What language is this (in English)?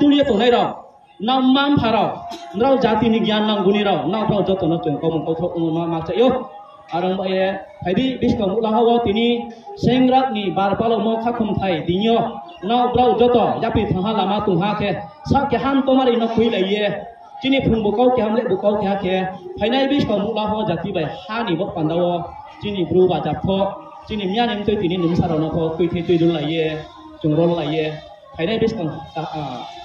Riang (India)